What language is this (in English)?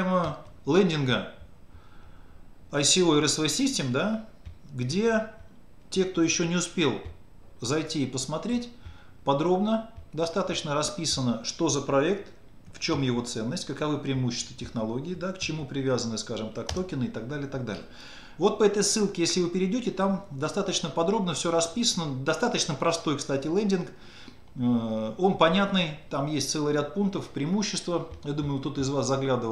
Russian